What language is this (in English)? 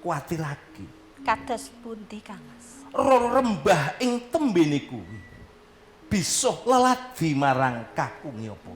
Javanese